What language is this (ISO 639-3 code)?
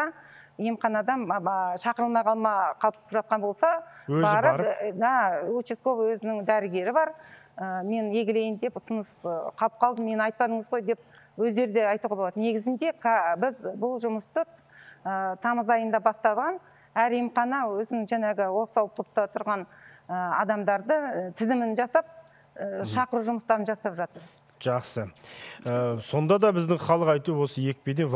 kaz